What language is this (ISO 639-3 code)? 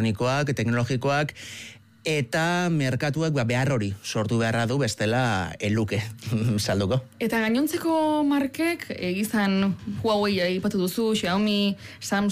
eus